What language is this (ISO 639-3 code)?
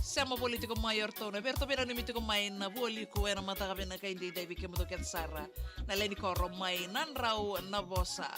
fij